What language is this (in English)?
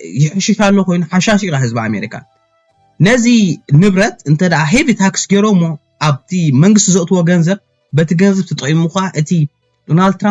Tigrinya